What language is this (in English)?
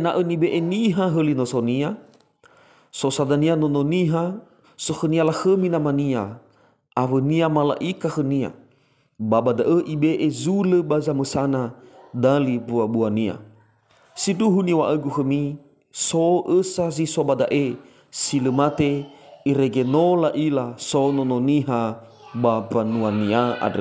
Nias